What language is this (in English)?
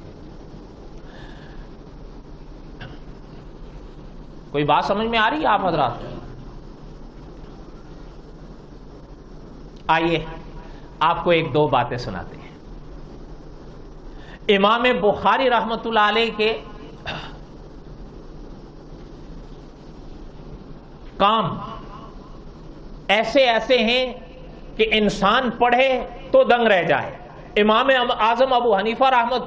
Urdu